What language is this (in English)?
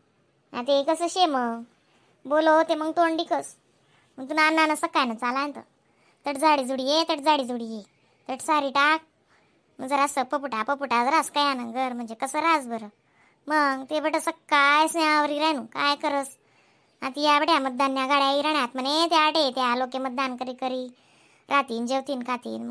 Khandesi